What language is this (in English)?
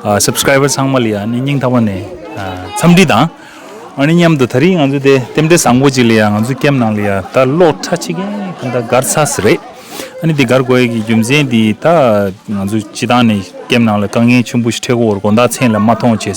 Tibetan